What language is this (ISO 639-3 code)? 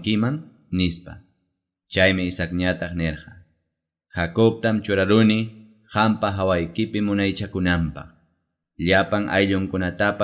quy